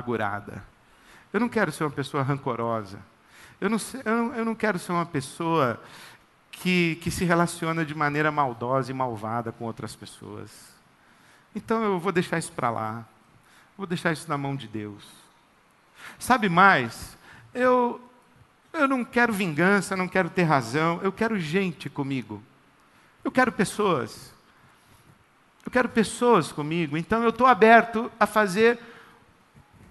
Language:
Portuguese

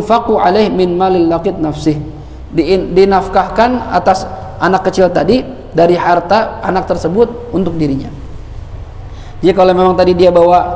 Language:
Indonesian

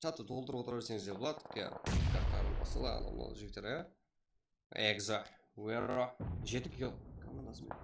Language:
Kara-Kalpak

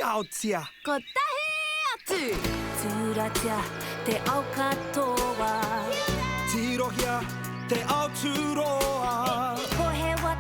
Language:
Māori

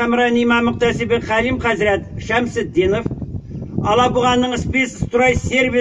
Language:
Tatar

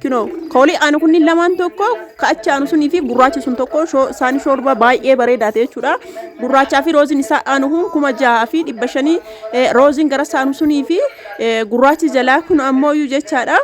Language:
Oromo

